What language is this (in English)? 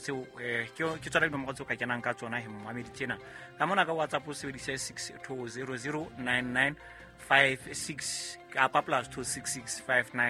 Southern Sotho